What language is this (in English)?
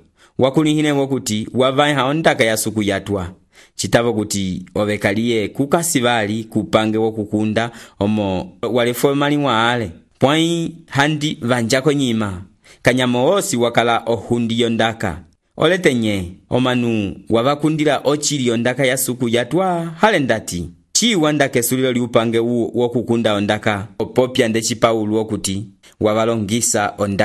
Umbundu